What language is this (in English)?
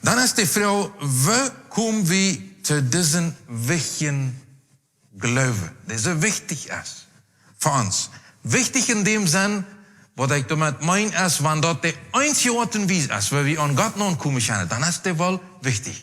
Plautdietsch